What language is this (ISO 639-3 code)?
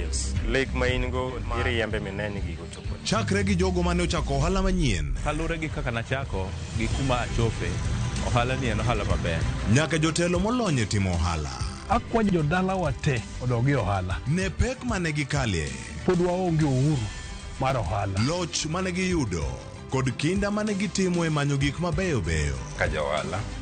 luo